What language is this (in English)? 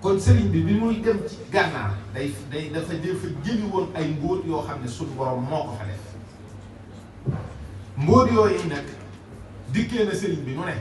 Wolof